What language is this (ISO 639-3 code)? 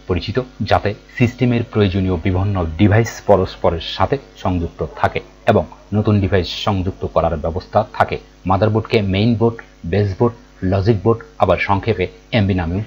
ben